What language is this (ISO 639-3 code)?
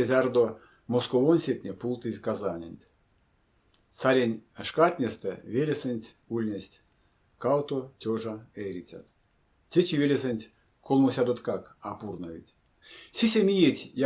myv